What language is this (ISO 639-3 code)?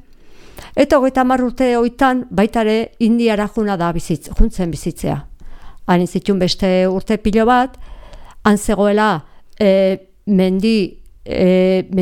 eus